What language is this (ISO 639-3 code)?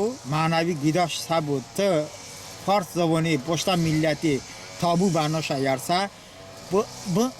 tly